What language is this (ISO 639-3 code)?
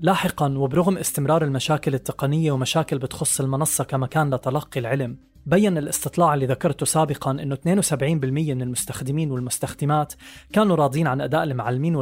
apc